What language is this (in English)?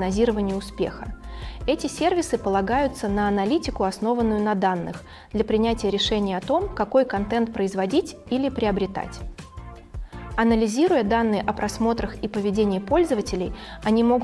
Russian